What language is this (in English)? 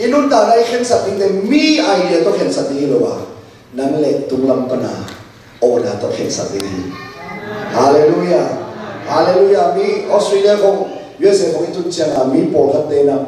Tedim Chin